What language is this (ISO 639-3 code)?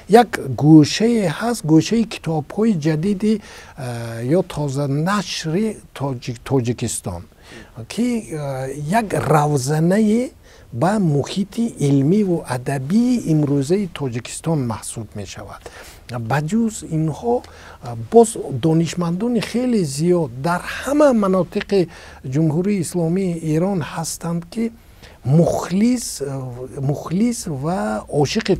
tgk